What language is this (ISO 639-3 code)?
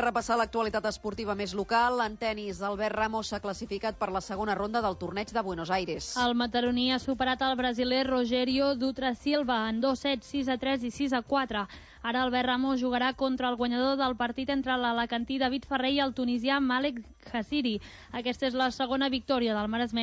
cat